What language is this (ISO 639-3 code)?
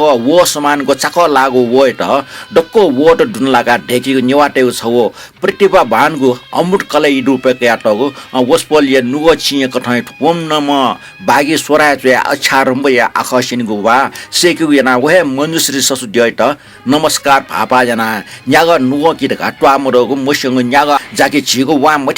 new